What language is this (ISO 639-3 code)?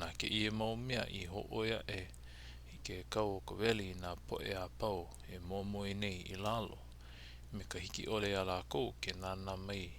haw